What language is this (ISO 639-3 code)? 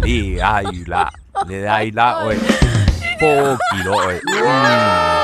smo